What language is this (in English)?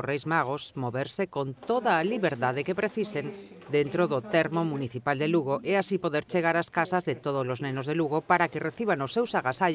Galician